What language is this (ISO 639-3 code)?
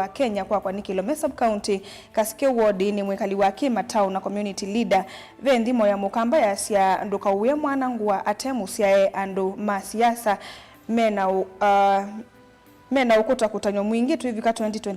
kam